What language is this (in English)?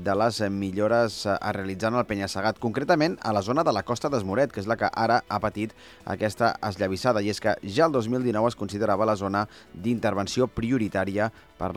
Catalan